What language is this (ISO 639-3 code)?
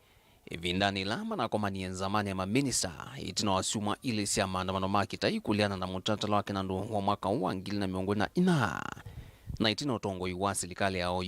kam